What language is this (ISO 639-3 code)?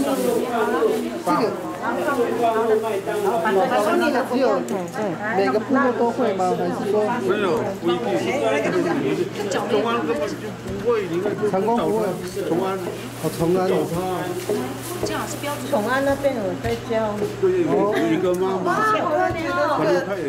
zho